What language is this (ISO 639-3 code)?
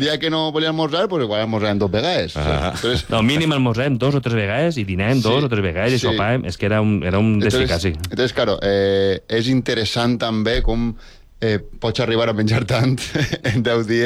cat